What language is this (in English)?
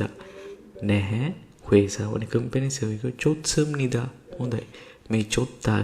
Sinhala